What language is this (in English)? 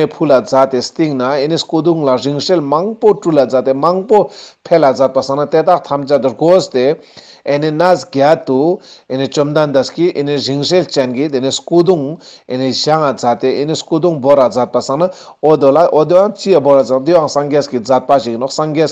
Ladakhi